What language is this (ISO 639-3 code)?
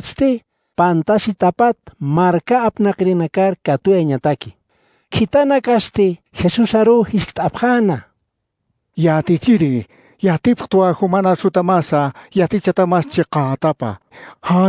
aym